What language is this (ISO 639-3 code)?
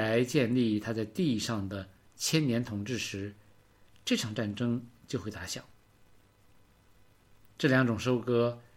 zho